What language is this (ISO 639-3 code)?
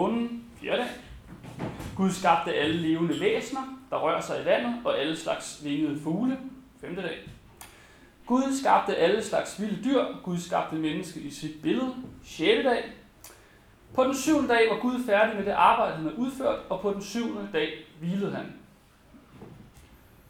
dan